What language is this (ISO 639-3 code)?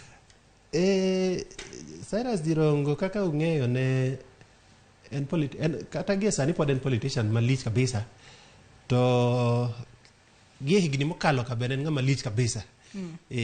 luo